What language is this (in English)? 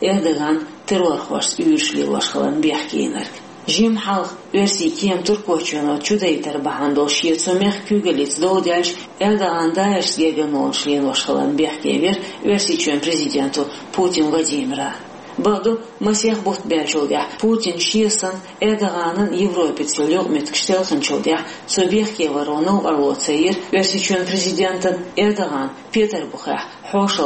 Chechen